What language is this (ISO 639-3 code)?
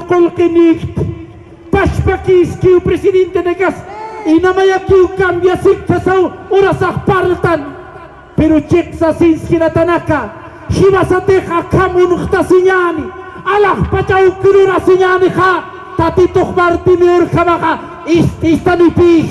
aym